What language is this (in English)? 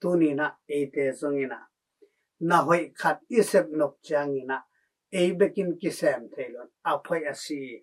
Tedim Chin